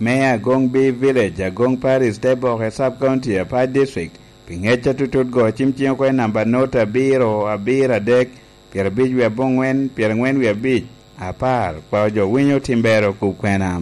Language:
Lango (Uganda)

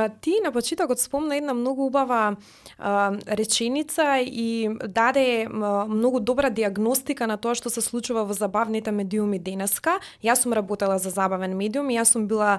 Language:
Macedonian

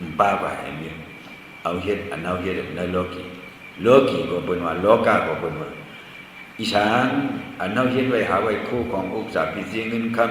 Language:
Shan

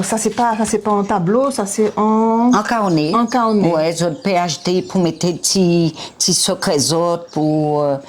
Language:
Guadeloupean Creole French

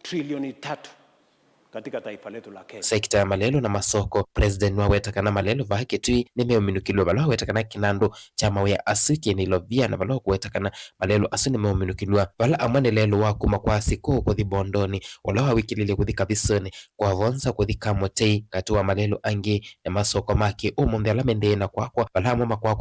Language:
Kamba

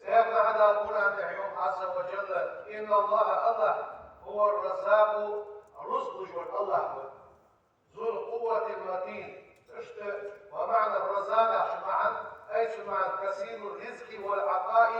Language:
Ingush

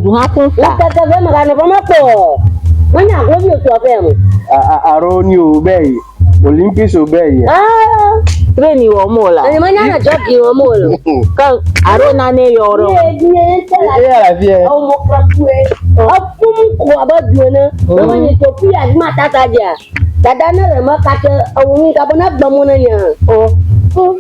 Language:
Ewe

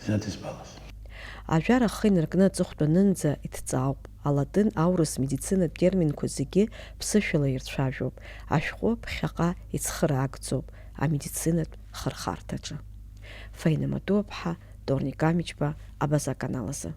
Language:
Abkhazian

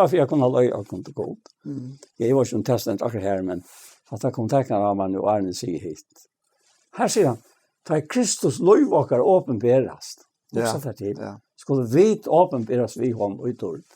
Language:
Faroese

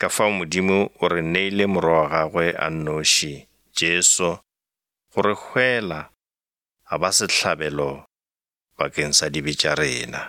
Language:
Northern Sotho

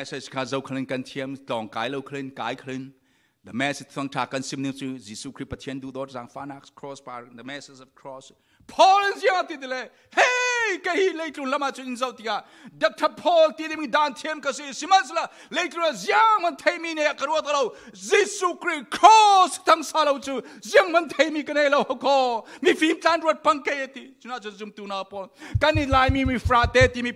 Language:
Falam Chin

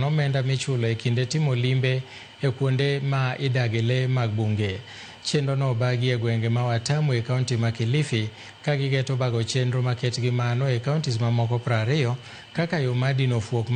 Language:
Luo (Kenya and Tanzania)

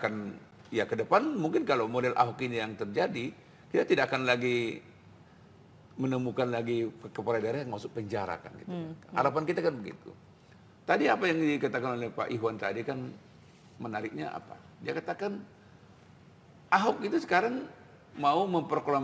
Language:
Indonesian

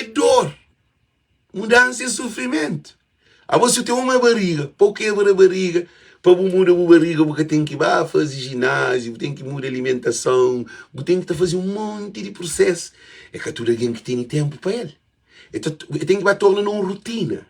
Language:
Kabuverdianu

